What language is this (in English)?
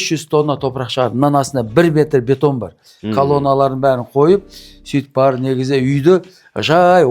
Kazakh